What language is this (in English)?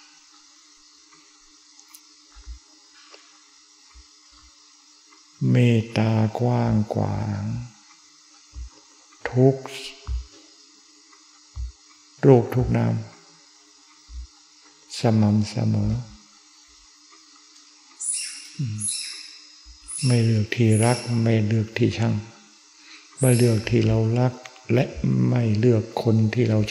Thai